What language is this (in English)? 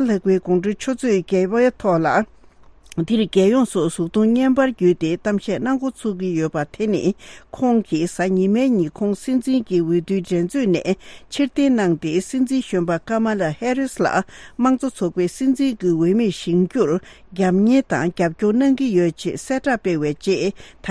Tibetan